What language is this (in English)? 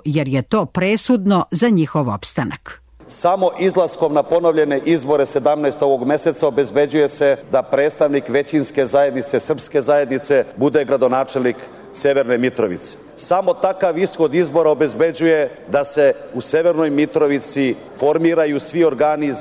Serbian